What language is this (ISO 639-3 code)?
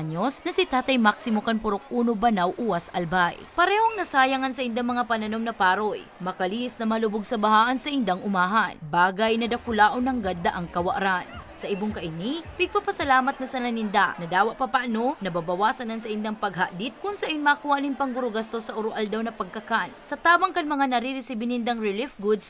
bik